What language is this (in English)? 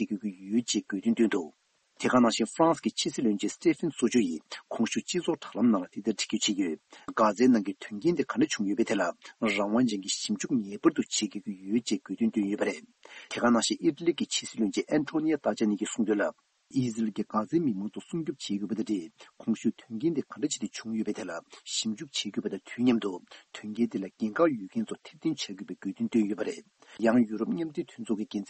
Tibetan